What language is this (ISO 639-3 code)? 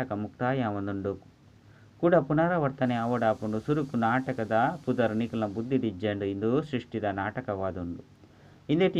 tcy